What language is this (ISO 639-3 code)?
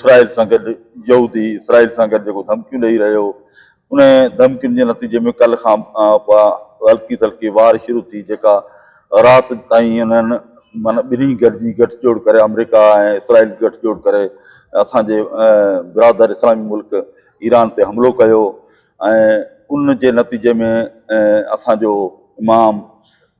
snd